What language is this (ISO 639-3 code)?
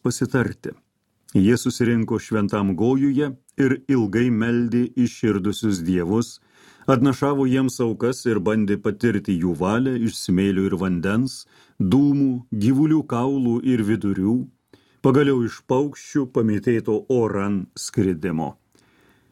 lit